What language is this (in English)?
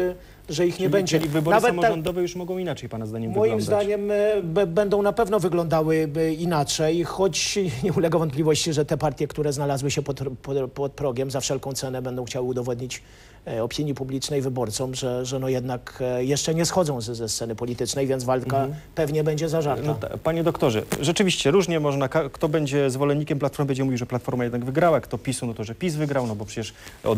Polish